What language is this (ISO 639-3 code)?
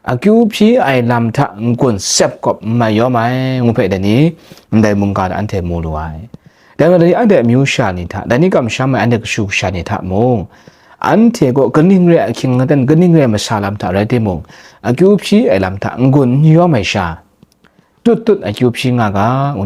kac